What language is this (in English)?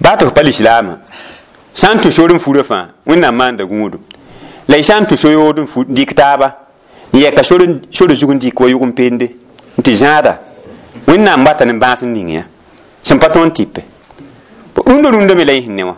Mossi